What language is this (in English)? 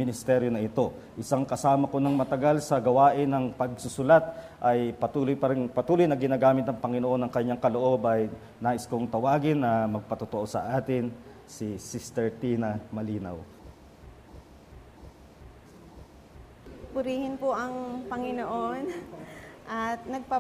Filipino